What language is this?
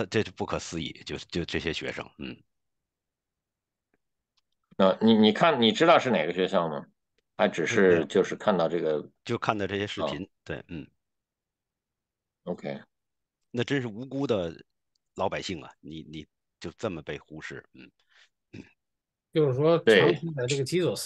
Chinese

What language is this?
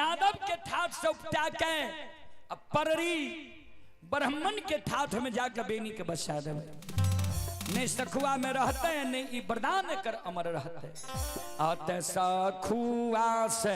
Maithili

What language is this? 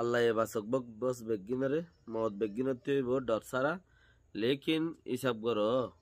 Rohingya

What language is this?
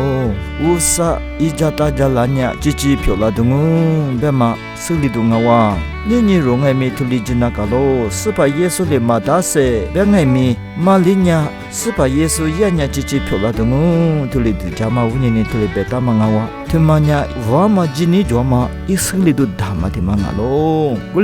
Lisu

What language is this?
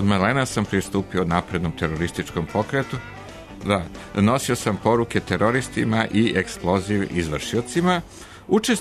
Serbian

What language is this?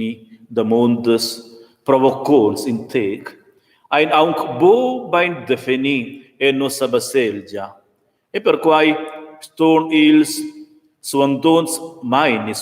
Romansh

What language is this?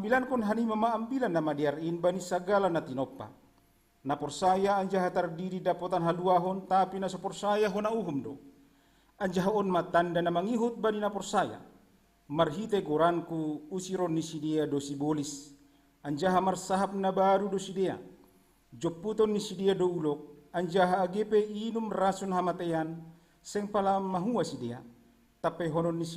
Batak Simalungun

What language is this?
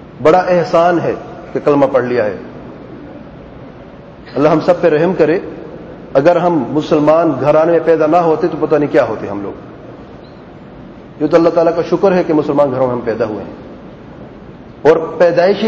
Urdu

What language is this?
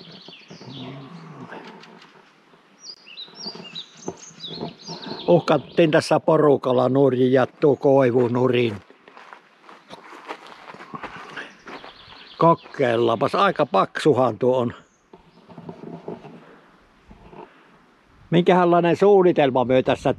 Finnish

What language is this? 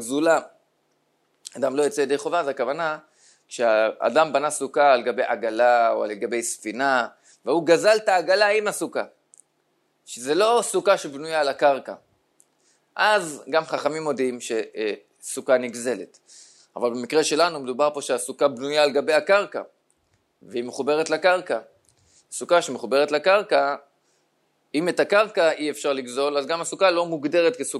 Hebrew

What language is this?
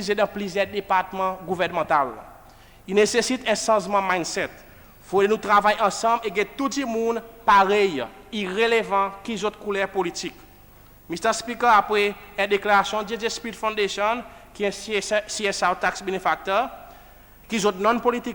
Seselwa Creole French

